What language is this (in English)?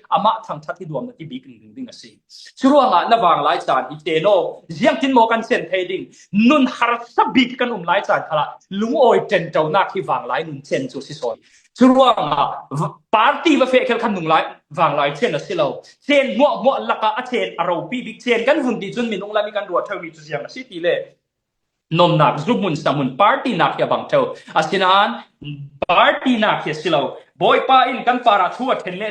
Falam Chin